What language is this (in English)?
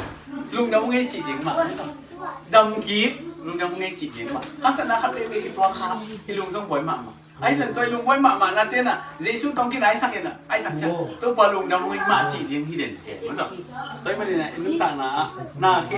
Tedim Chin